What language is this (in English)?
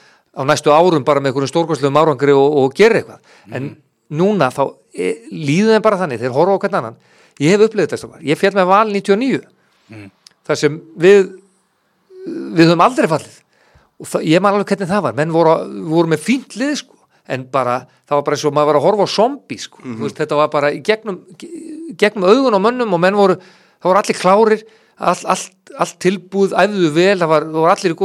Icelandic